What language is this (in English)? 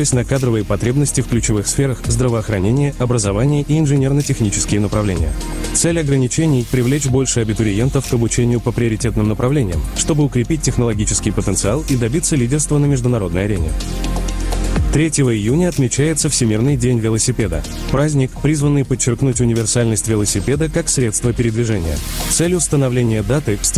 Russian